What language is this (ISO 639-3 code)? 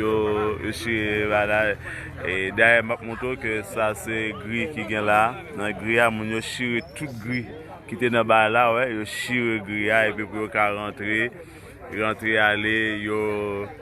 hat